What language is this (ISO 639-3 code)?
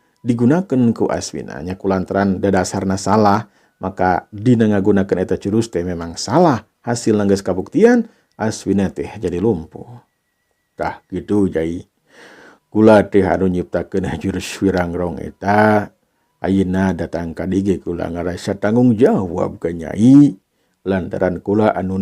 sun